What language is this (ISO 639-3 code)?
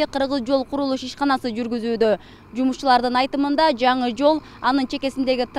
kir